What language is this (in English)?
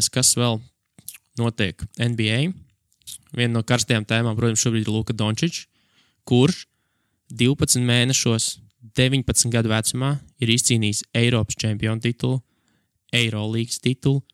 Latvian